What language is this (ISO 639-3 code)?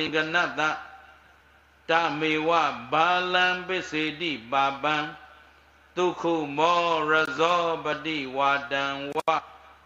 mya